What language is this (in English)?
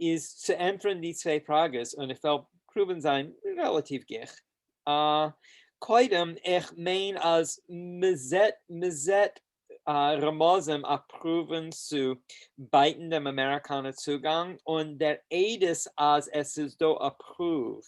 Yiddish